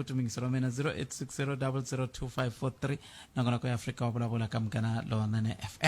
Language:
Tsonga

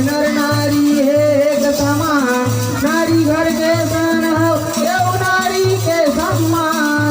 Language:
Chhattisgarhi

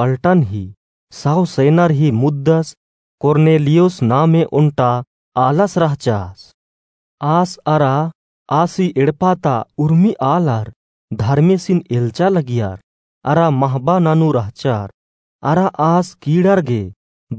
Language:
Kurukh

